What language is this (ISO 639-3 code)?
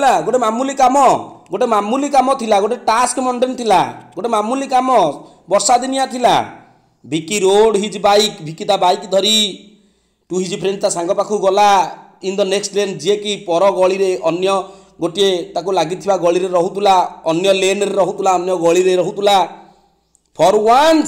ori